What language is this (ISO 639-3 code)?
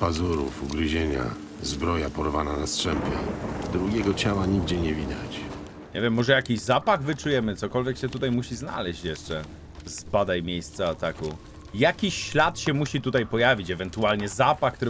pol